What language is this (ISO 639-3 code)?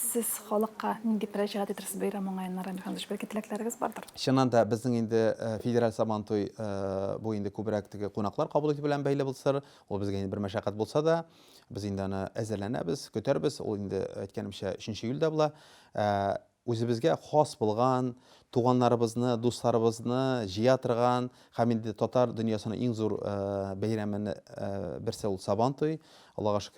tat